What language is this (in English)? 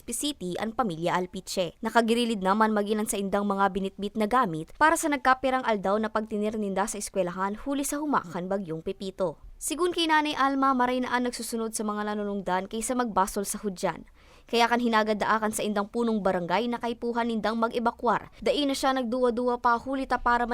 Bikol